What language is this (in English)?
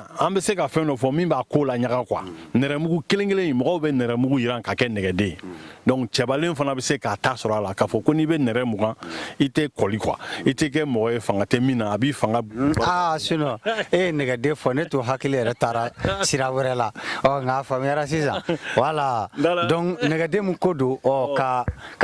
Bambara